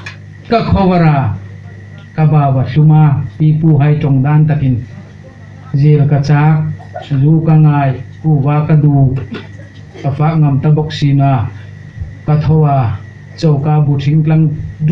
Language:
Hmar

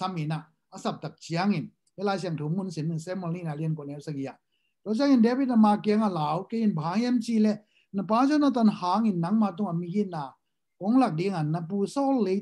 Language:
Tedim Chin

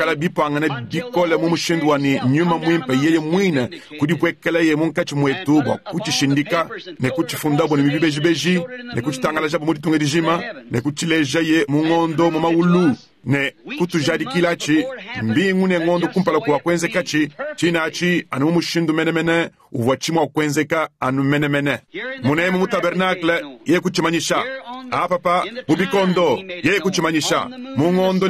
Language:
Luba-Lulua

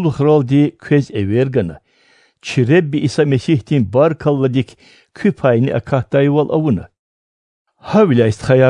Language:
Lezghian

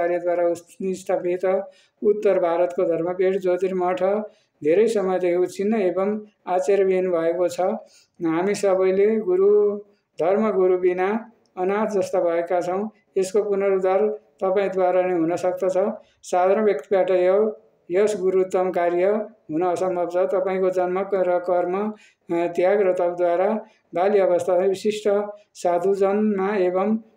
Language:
Nepali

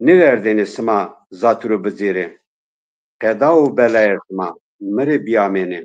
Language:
Zaza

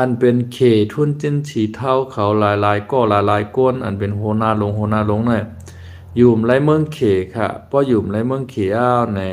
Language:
Shan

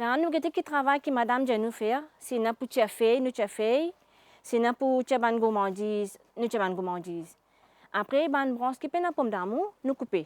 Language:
Morisyen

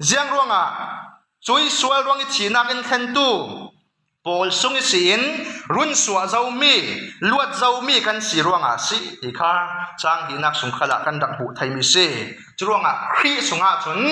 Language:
Falam Chin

